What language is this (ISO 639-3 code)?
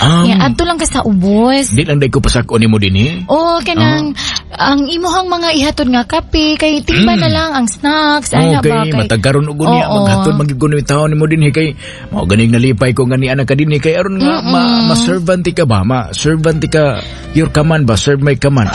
ceb